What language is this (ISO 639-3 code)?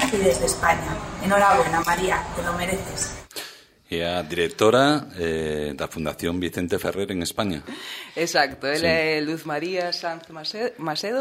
glg